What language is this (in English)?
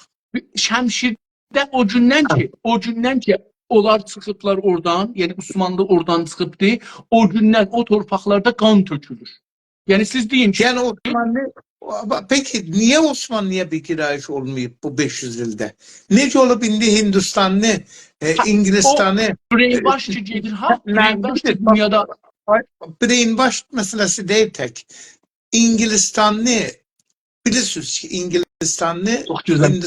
South Azerbaijani